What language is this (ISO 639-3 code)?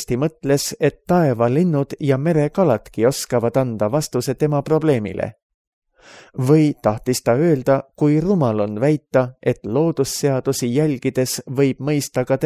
est